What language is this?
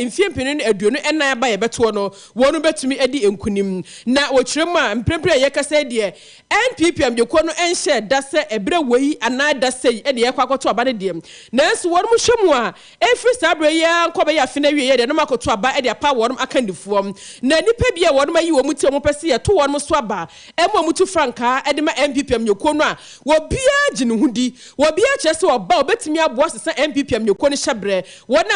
Akan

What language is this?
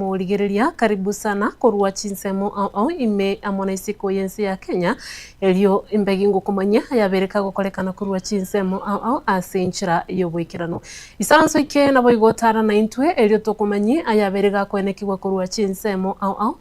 Gusii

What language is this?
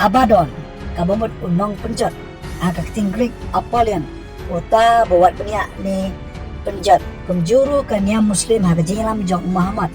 Khasi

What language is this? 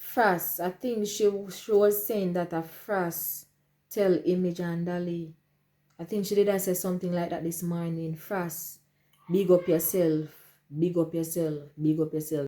Jamaican Creole English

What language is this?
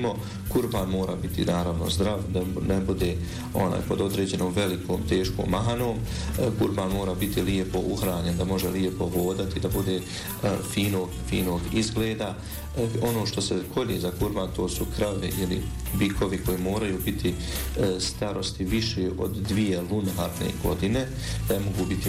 Bosnian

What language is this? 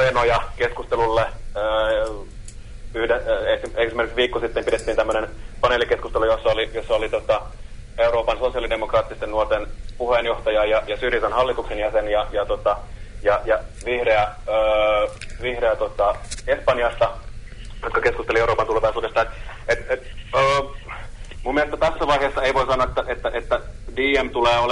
Finnish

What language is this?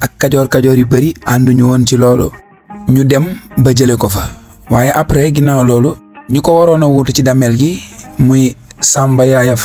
Wolof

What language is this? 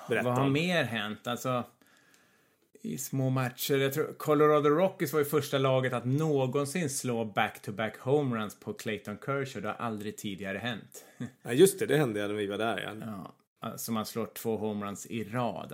Swedish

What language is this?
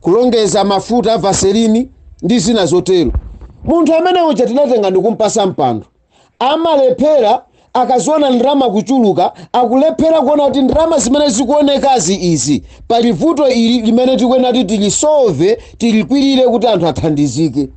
Nyanja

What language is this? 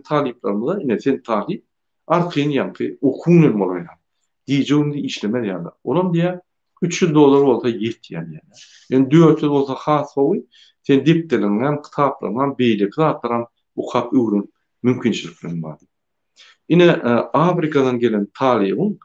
Turkmen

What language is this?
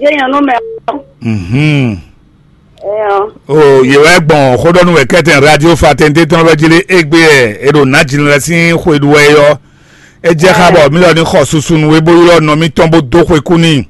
Fon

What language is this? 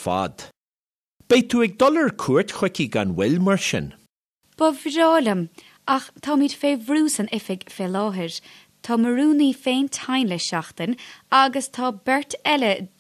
Irish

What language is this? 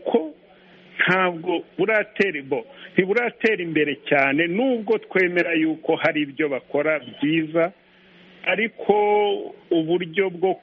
Kinyarwanda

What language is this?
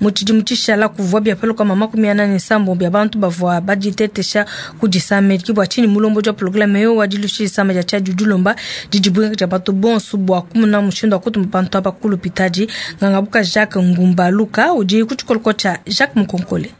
Luba-Lulua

